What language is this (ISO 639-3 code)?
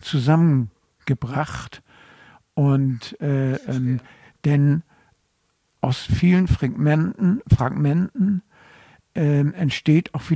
deu